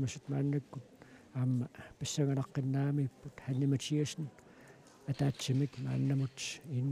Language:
Kalaallisut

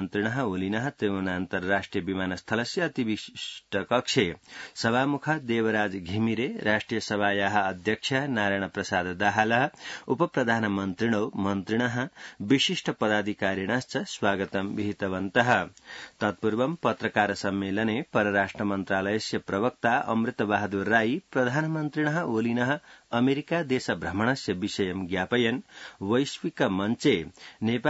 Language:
Sanskrit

